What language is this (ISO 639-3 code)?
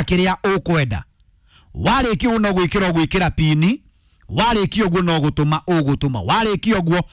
kik